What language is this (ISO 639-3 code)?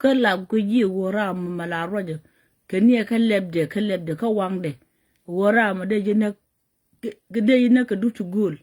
nus